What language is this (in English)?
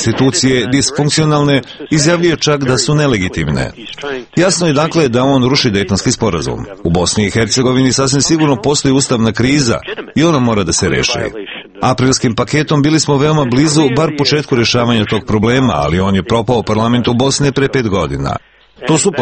Serbian